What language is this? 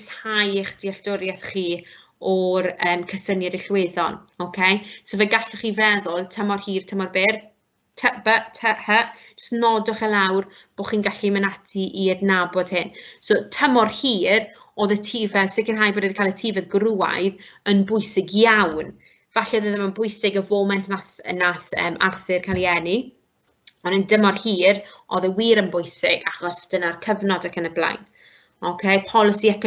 Welsh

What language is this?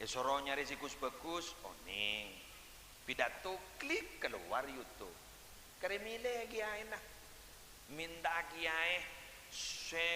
Madurese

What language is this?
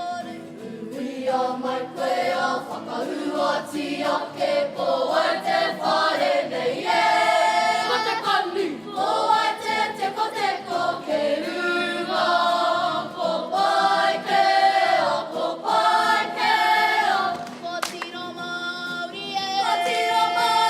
Māori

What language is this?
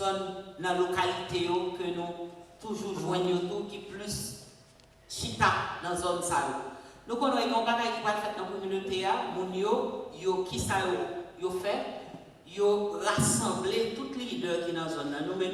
Haitian Creole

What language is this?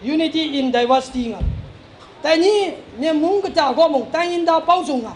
Kachin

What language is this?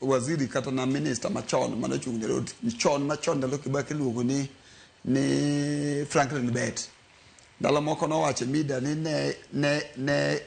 Luo (Kenya and Tanzania)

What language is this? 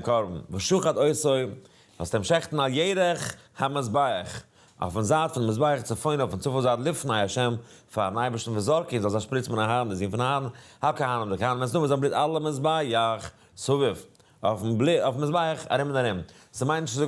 Yiddish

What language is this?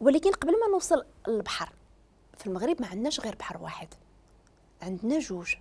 Moroccan Arabic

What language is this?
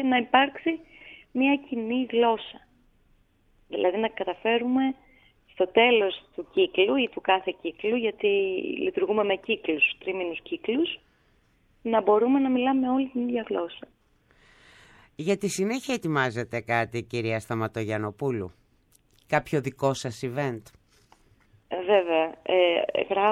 Greek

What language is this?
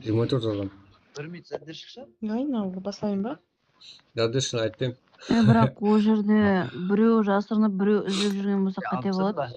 Kara-Kalpak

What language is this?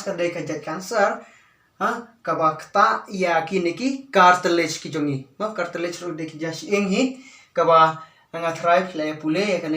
Khasi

